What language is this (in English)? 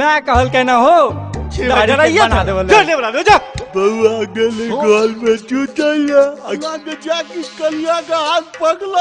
Maithili